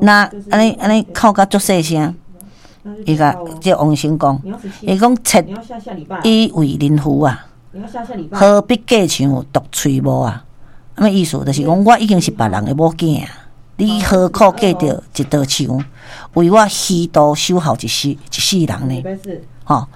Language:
Min Nan Chinese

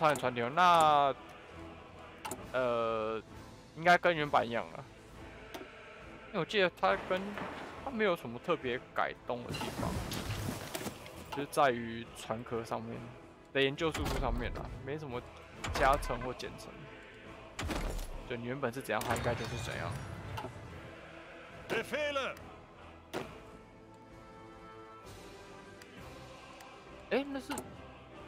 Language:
Chinese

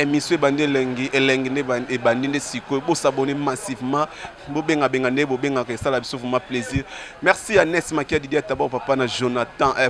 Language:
Lingala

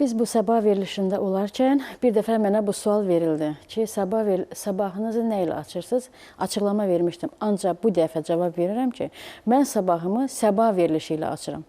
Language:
Crimean Tatar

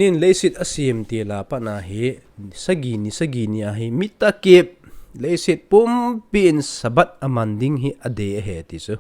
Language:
Thado Chin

